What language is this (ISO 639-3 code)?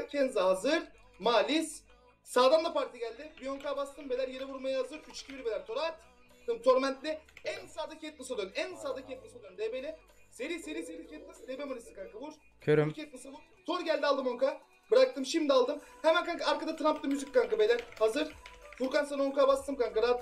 tur